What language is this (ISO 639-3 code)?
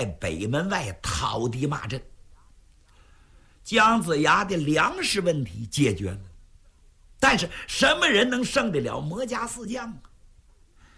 zho